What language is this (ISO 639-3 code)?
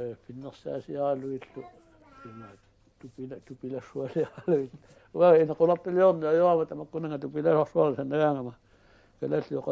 kal